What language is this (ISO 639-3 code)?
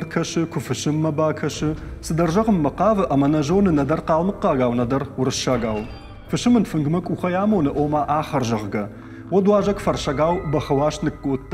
oss